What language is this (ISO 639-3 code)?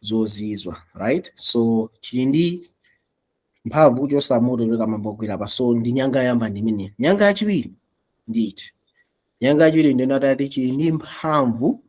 nya